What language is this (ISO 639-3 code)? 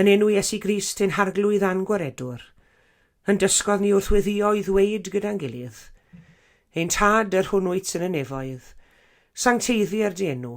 cym